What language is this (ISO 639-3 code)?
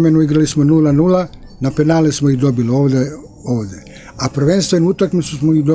srp